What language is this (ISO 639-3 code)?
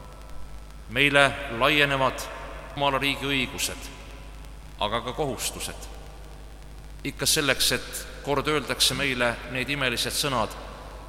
est